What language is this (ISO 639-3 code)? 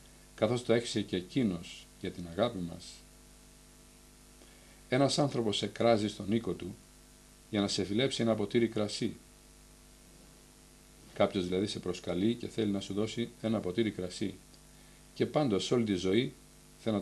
ell